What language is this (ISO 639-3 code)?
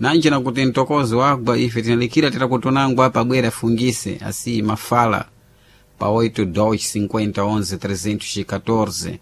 seh